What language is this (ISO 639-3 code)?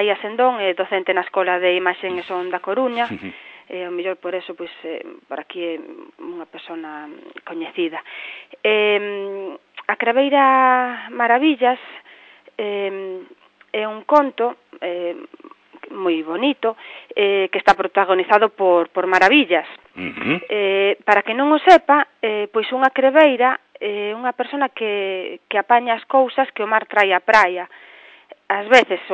glg